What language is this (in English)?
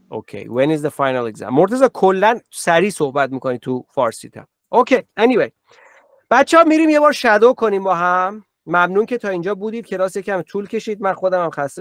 Persian